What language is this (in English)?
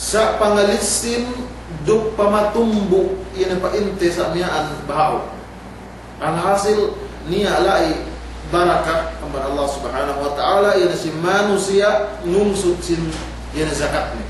Yakan